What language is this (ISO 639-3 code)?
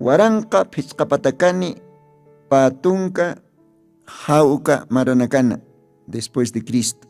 aym